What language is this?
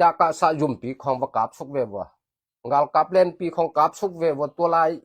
Tedim Chin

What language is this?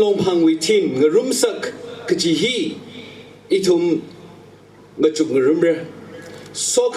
Tangkhul Naga (India)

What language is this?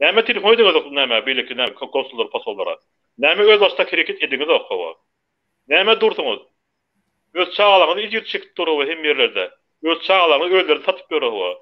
Turkmen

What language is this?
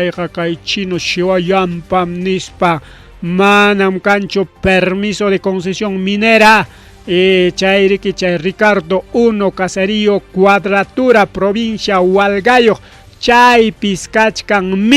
Ayacucho Quechua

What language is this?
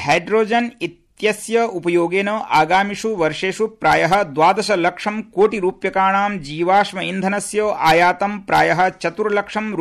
Sanskrit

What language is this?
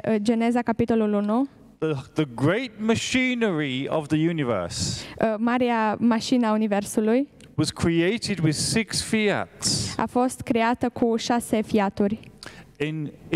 Romanian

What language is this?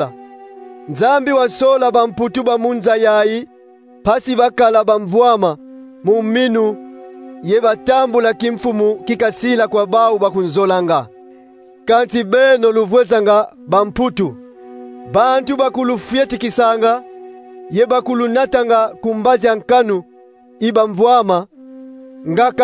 Kongo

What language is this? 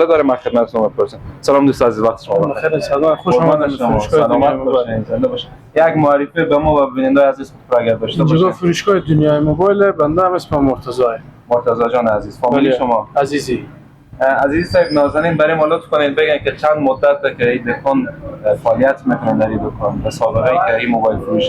Persian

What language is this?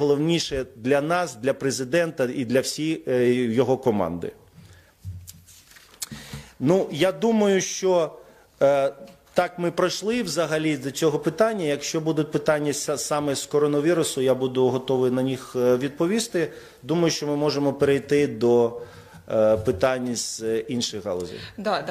Ukrainian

